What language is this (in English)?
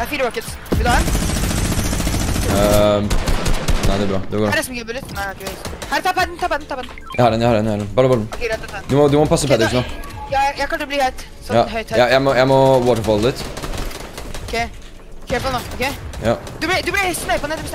Norwegian